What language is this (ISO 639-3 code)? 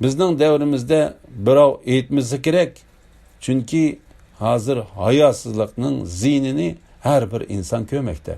uig